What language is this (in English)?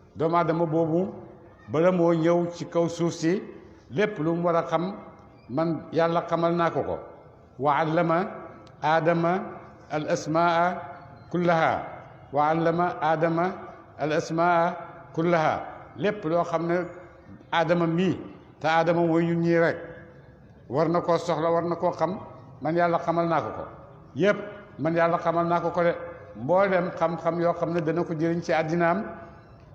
Wolof